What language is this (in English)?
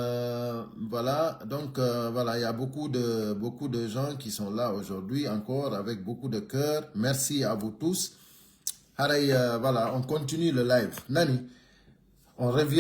Pular